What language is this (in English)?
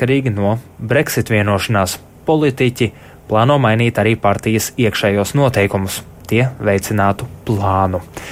Latvian